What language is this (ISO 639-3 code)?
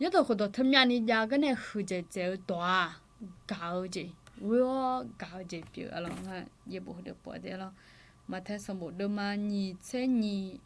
ahk